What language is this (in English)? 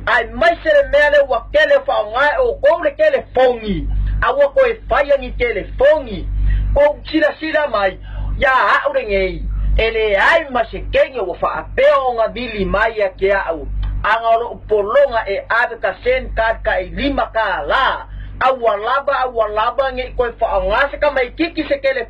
Samoan